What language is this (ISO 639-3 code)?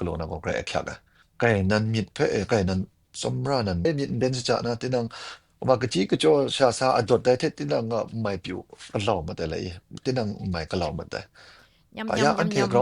kac